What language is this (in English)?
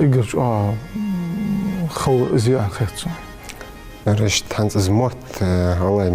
Ingush